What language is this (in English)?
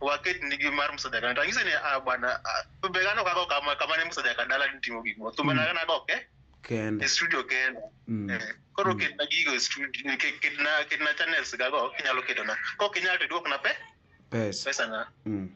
Luo (Kenya and Tanzania)